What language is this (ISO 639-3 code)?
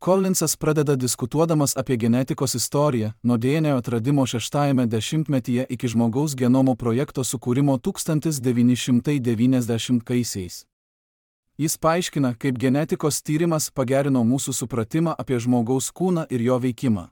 lit